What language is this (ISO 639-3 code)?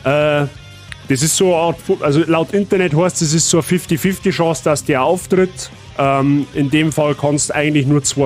bar